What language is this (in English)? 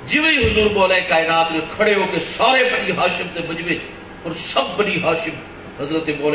Saraiki